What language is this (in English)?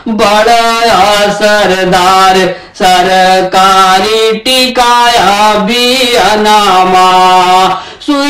Bhojpuri